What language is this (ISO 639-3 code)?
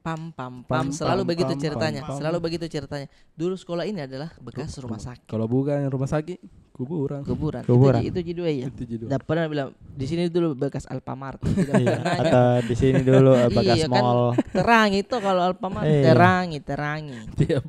mfp